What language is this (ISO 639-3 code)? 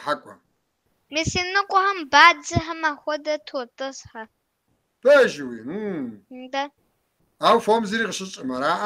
kbd